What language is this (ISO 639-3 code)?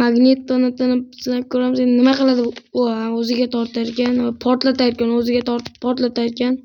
uzb